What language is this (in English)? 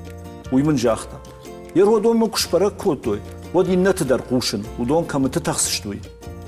Ossetic